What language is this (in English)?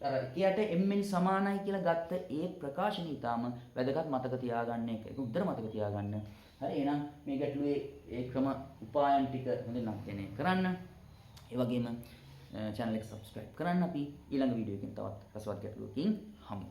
Sinhala